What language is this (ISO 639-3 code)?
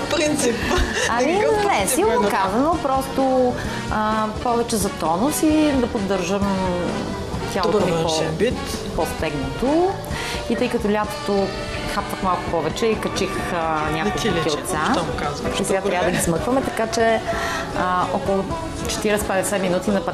bul